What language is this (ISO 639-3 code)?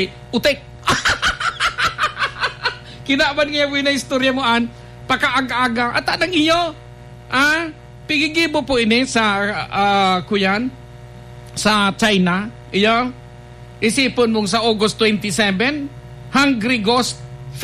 bik